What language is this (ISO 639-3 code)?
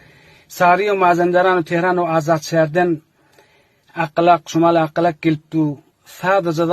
tuk